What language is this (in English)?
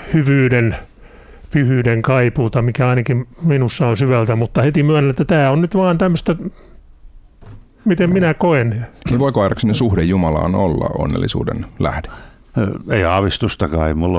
Finnish